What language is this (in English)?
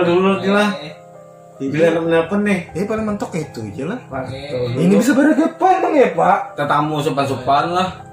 Banjar